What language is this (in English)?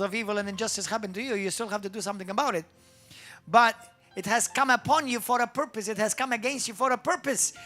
English